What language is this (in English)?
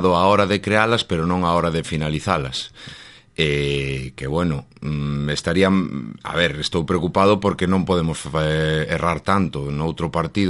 Galician